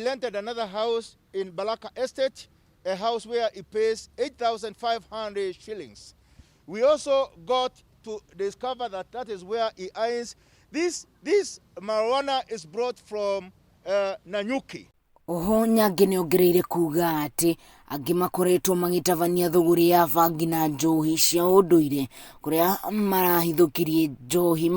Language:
Kikuyu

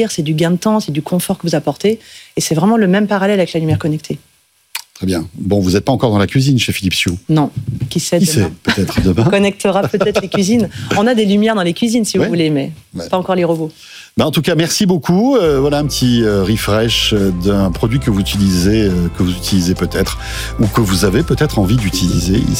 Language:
French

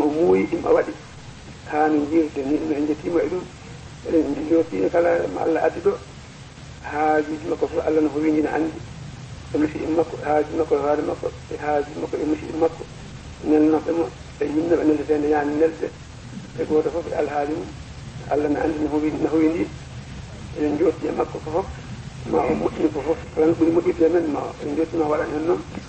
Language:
Fula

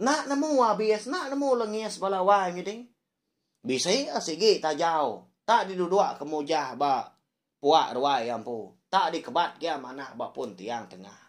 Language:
Iban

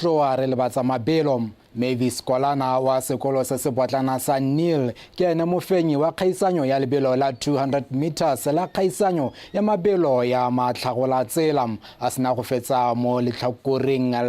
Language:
Tswana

